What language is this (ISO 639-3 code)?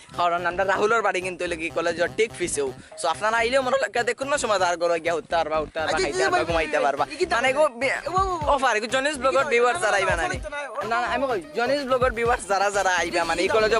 syl